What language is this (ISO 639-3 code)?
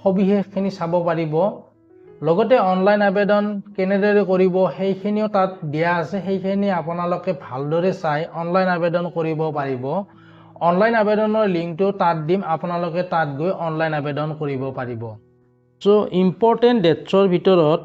asm